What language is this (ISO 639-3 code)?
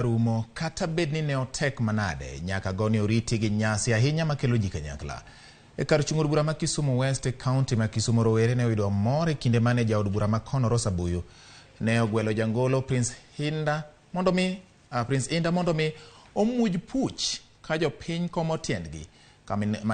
luo